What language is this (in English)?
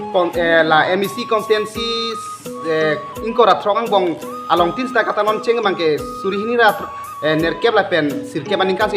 Karbi